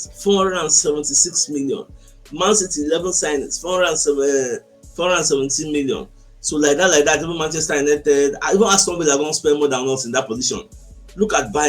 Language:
Nigerian Pidgin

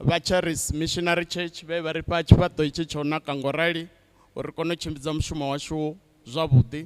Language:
Venda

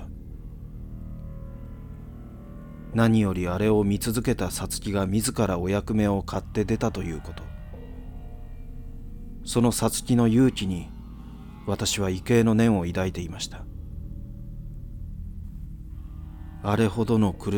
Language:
Japanese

